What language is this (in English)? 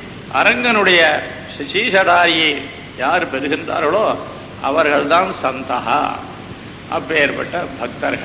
Tamil